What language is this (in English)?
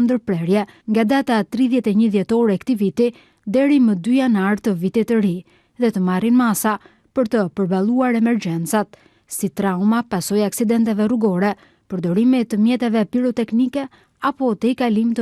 Albanian